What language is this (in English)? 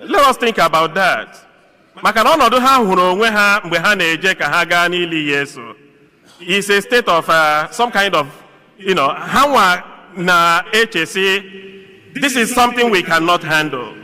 Igbo